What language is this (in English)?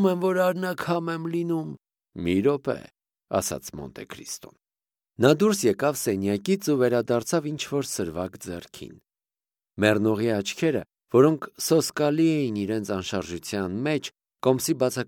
Armenian